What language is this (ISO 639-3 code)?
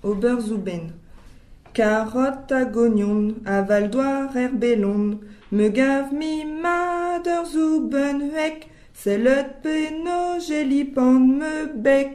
bre